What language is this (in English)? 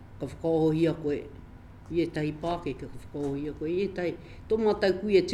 Māori